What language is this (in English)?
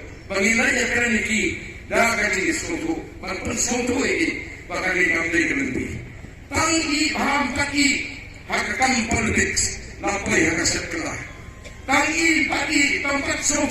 Khasi